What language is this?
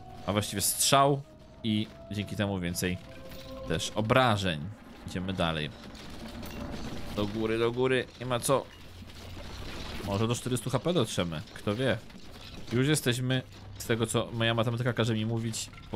Polish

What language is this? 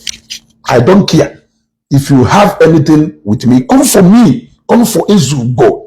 Igbo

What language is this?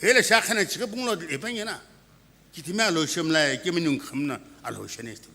Sumi Naga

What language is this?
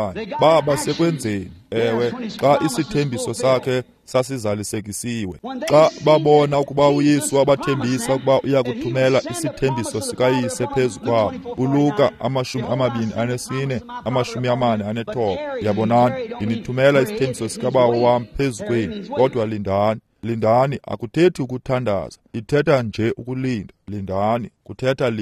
Xhosa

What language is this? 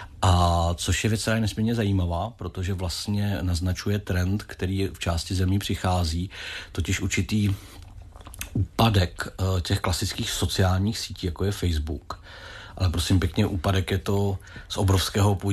Czech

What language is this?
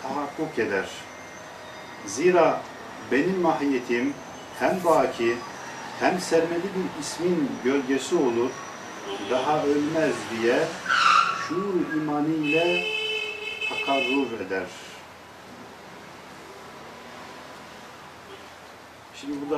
Turkish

